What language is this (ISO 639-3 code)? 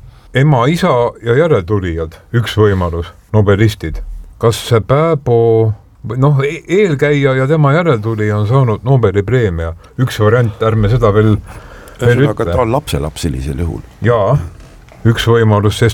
est